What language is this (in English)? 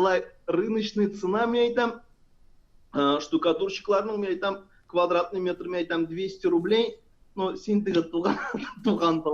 Tatar